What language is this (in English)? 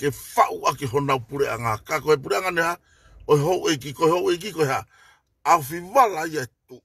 Tongan